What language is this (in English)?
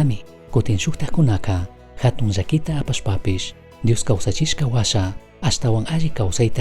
Chimborazo Highland Quichua